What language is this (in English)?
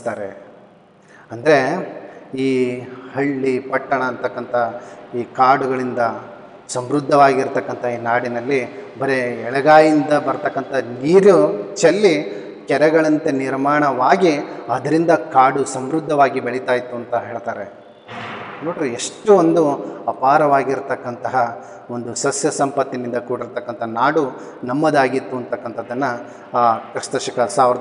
Kannada